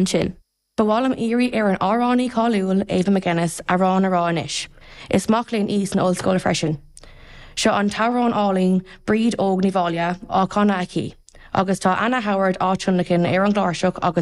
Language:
Irish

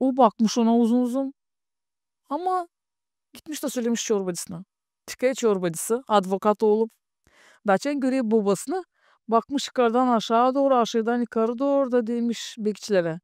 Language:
Gagauz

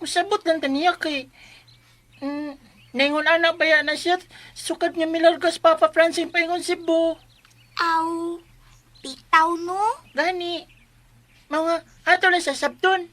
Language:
Cebuano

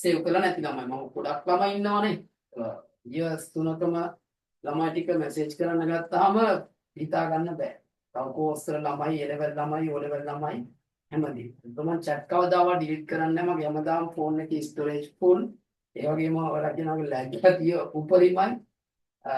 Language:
Sinhala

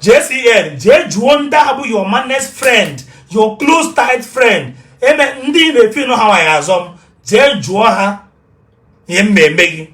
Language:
Igbo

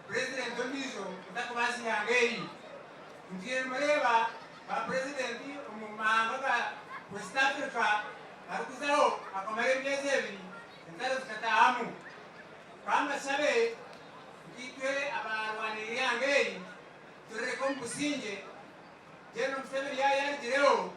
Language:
Nyankole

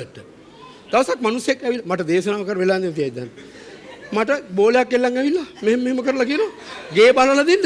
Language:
Sinhala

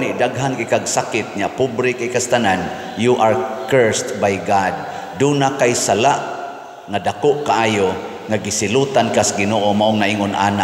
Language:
Cebuano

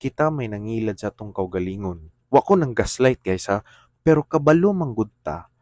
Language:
Cebuano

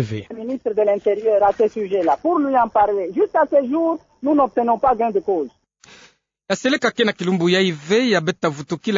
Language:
Kituba (Democratic Republic of Congo)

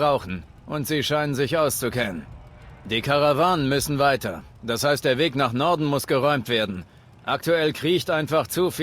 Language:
Bavarian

